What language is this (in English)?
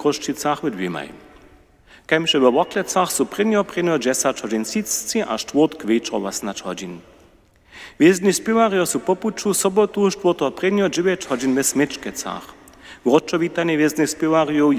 Upper Sorbian